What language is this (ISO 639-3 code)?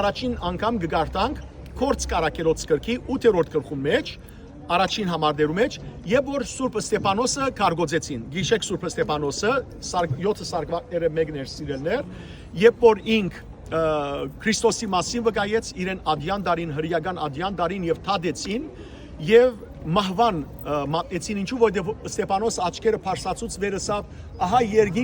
hyw